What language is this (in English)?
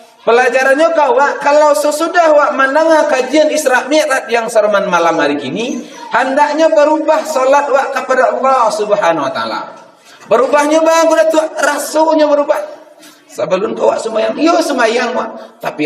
Minangkabau